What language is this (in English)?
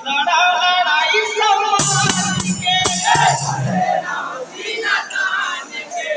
Chhattisgarhi